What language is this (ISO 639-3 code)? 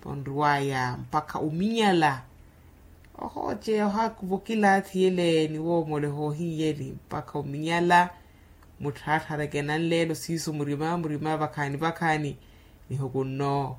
vmw